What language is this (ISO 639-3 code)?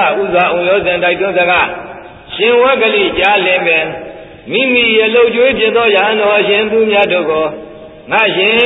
mya